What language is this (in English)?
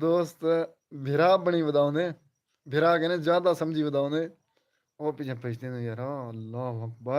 Saraiki